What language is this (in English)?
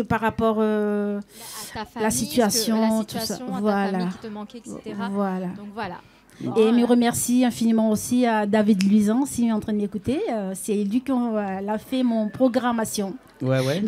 Réunion Creole French